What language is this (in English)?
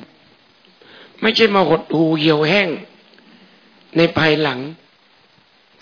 Thai